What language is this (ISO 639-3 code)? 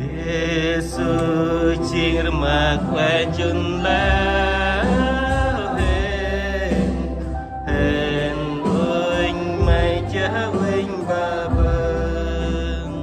cmo